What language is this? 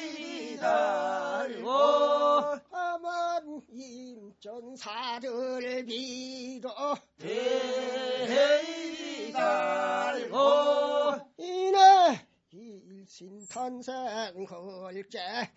Korean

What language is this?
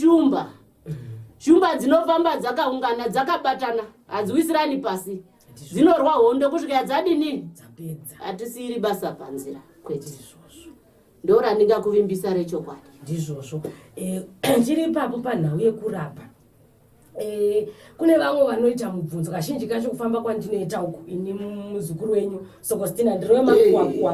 Shona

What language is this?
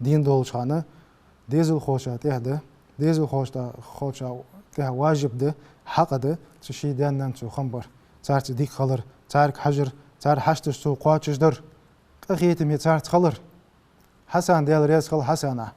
Ingush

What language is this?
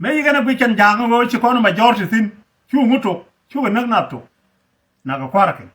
Nuer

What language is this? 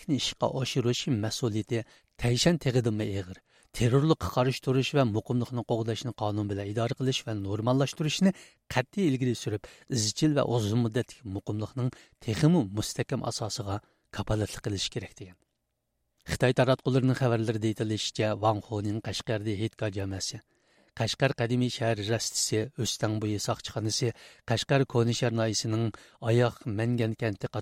Uyghur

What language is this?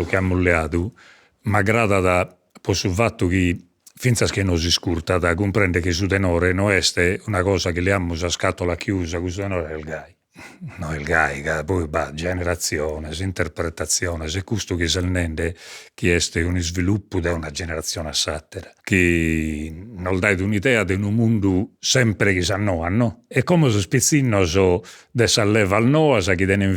Sardinian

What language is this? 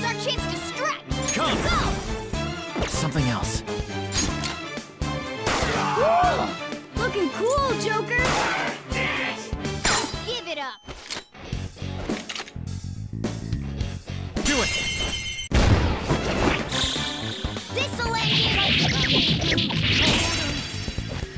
English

